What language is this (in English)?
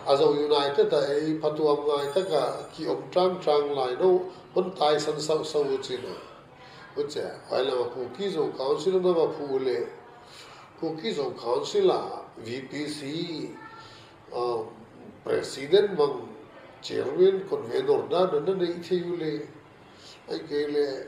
Paite Chin